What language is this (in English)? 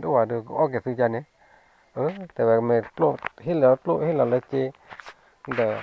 S'gaw Karen